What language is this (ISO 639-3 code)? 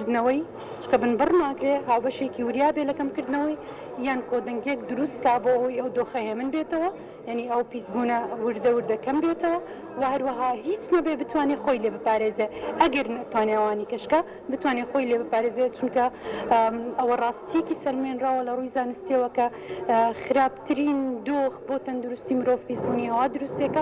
ckb